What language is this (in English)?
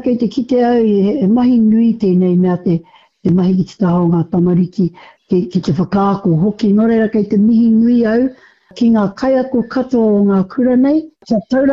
Māori